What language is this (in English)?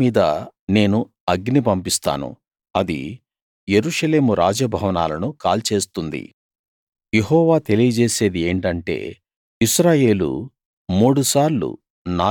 Telugu